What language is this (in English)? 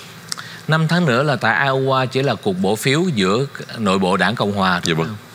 Vietnamese